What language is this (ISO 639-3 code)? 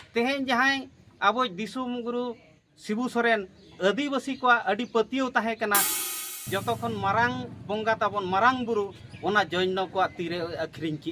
sat